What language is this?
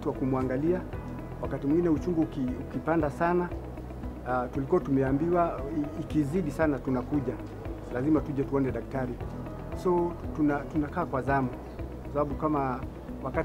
Swahili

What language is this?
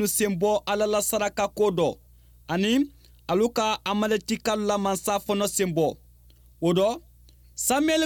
Bambara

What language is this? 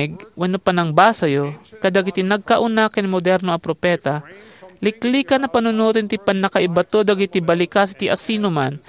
Iloko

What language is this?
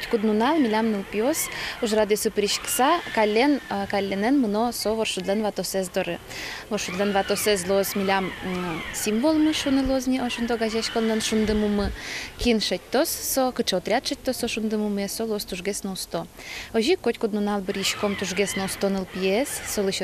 Udmurt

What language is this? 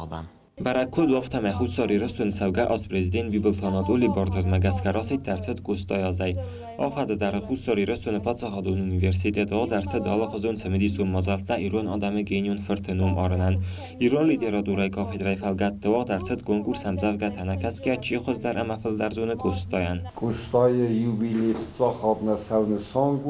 Ossetic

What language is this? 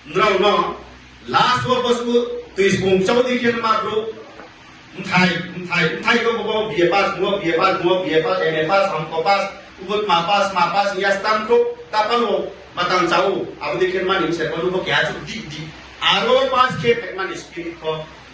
Riang (India)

